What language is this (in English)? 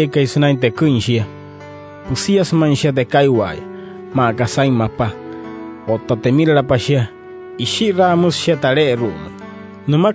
Wayuu